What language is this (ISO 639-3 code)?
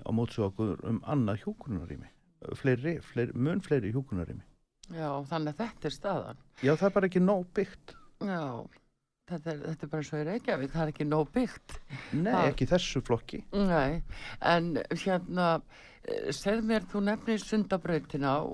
isl